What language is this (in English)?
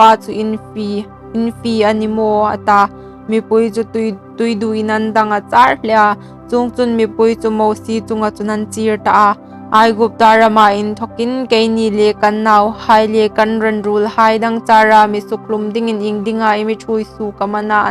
Hmar